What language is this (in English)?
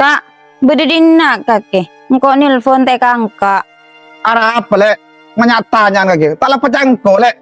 Madurese